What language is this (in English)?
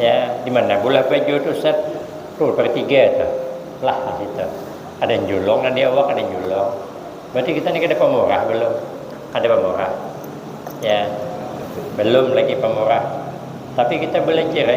Banjar